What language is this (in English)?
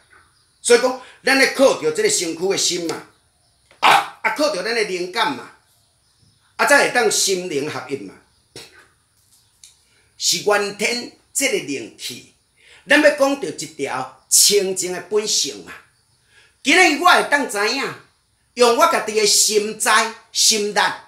Min Nan Chinese